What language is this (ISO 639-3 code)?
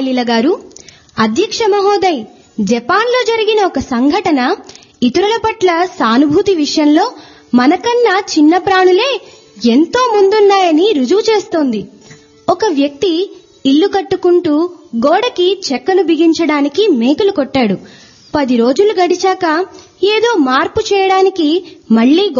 tel